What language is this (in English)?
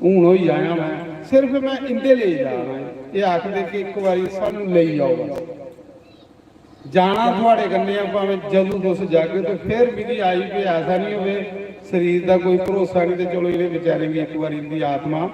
Dogri